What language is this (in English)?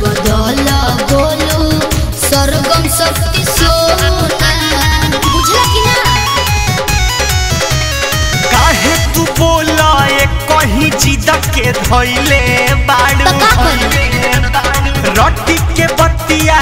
Bhojpuri